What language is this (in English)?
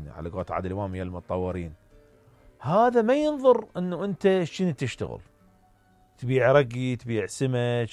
Mesopotamian Arabic